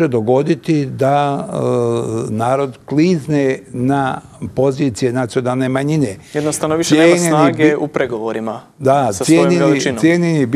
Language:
Bosnian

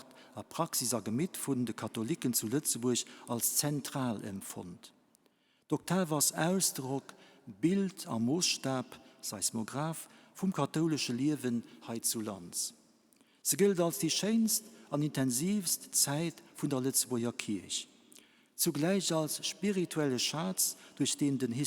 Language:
Luxembourgish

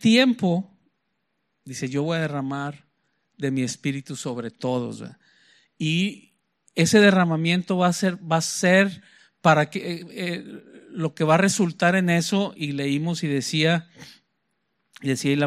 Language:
Spanish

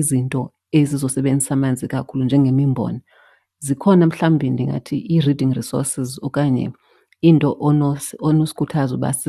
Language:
Xhosa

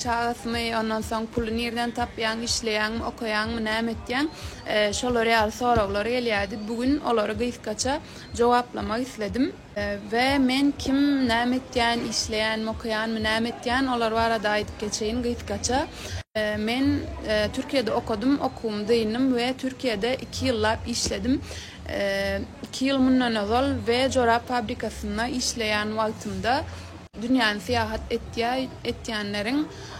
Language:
Turkmen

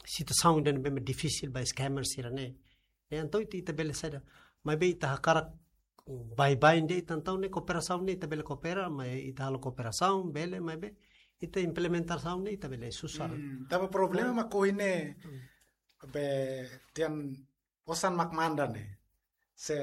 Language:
Tetum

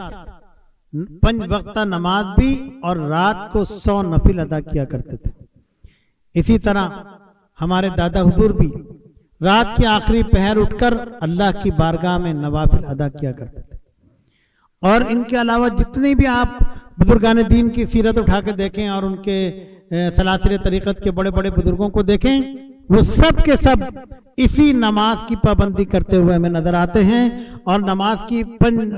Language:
Urdu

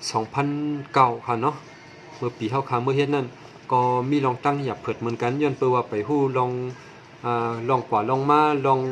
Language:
Shan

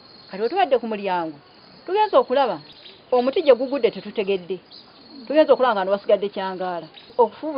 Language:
Ganda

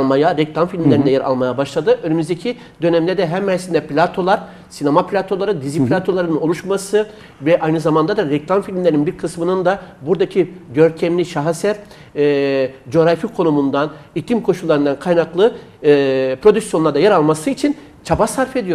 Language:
Turkish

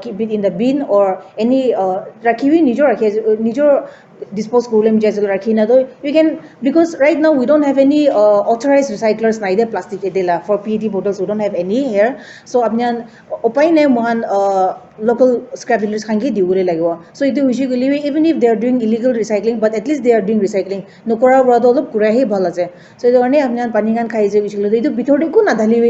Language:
Naga Pidgin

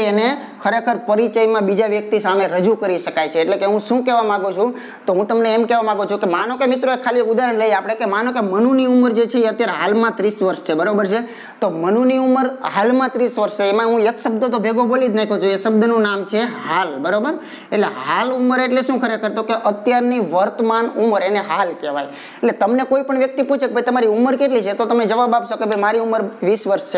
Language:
Gujarati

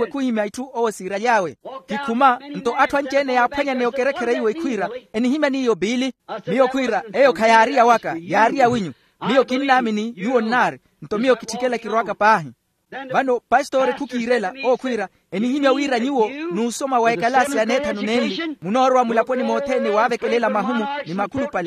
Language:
Makhuwa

